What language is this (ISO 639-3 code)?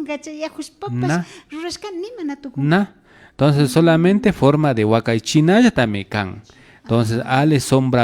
qvi